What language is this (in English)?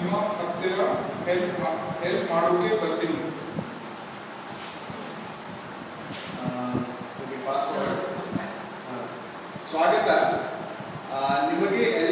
Kannada